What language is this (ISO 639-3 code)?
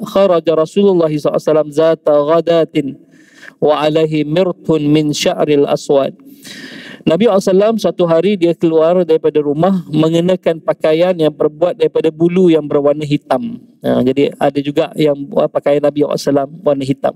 msa